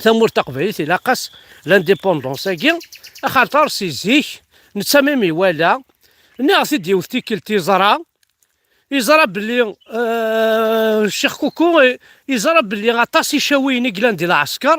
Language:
Kabyle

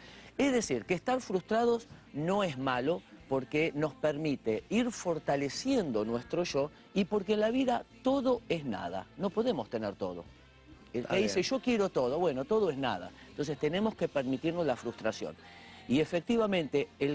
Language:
Spanish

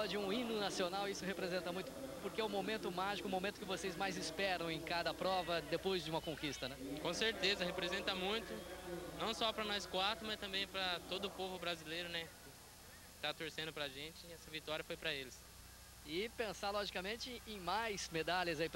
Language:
Portuguese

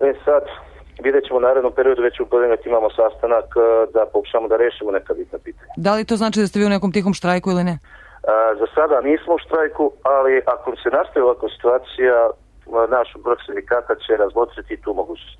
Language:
Serbian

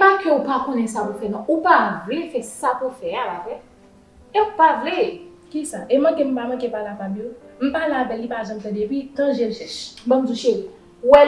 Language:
Haitian Creole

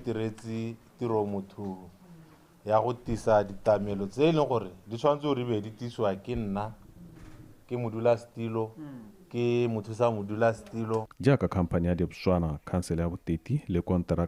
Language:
Tswana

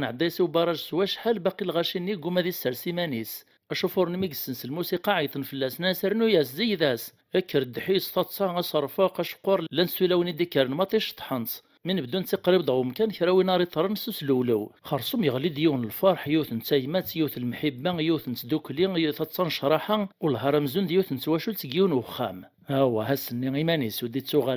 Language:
Kabyle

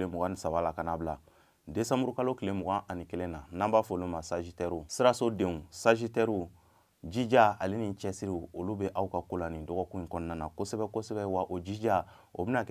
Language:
Bambara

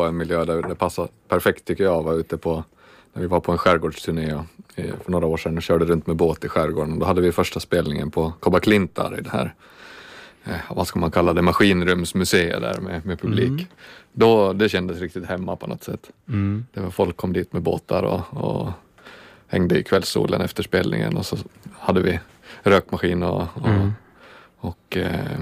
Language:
Swedish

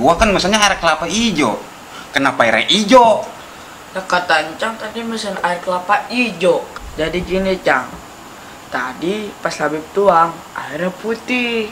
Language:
Betawi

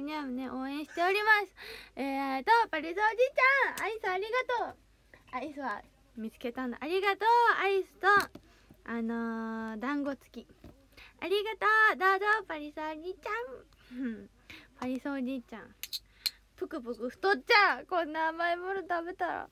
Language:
Japanese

